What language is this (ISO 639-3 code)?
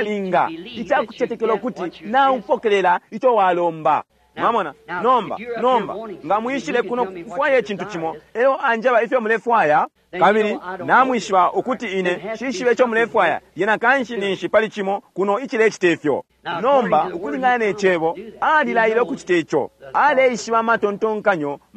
bem